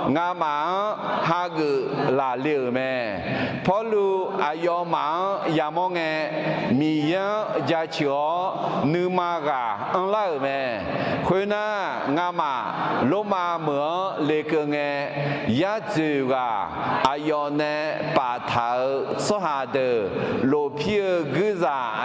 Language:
Akha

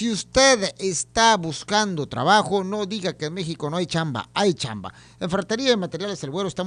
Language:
Spanish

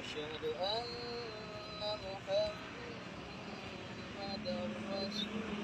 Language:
Achinese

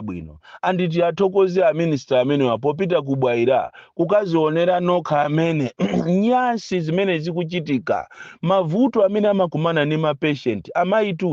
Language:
Nyanja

